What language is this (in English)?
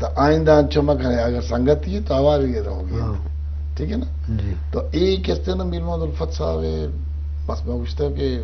Eastern Balochi